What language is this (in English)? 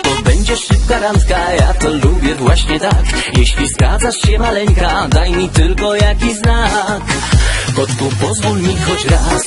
Polish